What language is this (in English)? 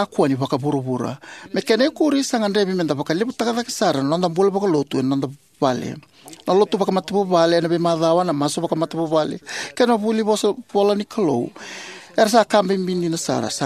Fijian